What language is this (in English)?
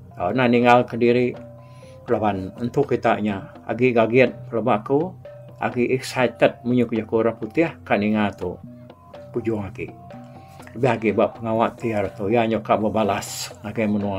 Iban